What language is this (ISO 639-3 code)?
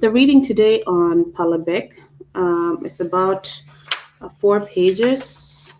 ach